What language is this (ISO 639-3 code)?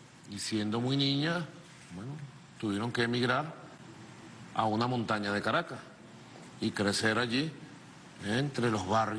spa